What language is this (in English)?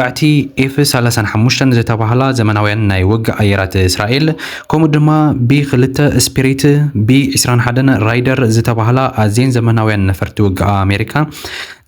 Tigrinya